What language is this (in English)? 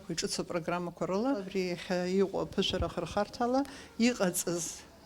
Abkhazian